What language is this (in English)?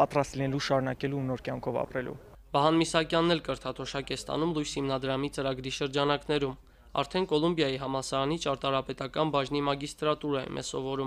Armenian